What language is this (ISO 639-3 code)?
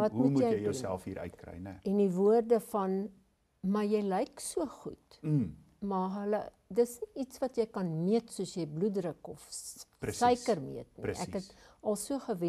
afr